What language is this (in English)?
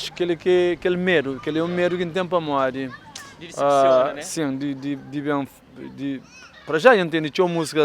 Kabuverdianu